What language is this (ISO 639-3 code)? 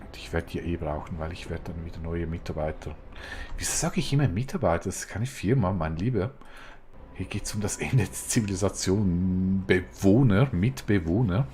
gsw